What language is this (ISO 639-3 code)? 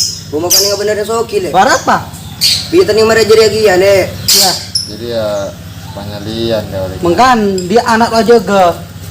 mad